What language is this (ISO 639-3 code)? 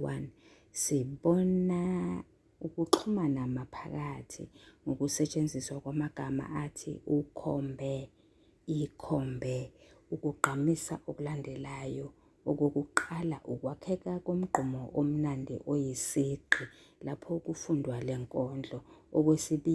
zul